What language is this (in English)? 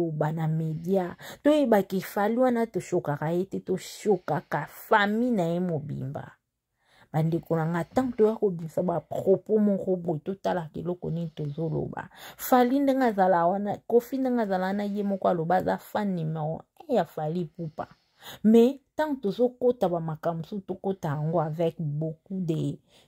Lingala